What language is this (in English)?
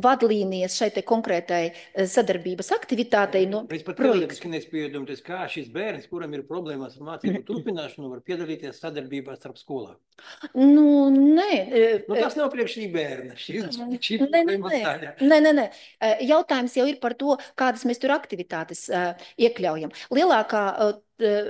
Latvian